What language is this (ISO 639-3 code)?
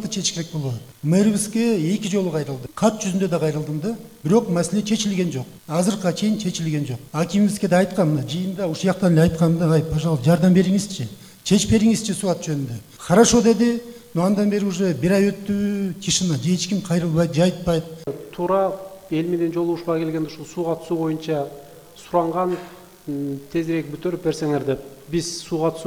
kir